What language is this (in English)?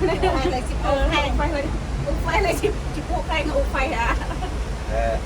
Central Mnong